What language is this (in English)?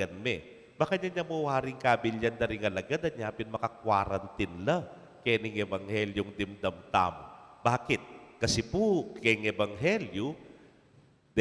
Pampanga